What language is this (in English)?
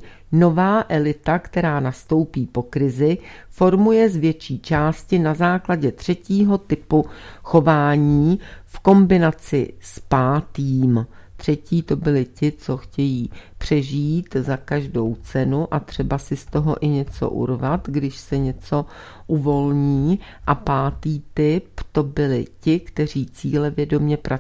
Czech